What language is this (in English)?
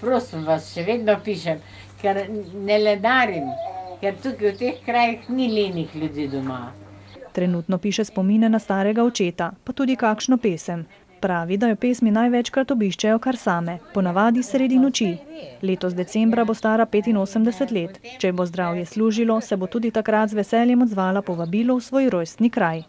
Slovenian